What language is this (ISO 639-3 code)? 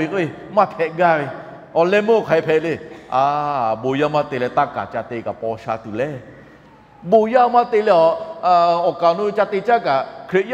lhu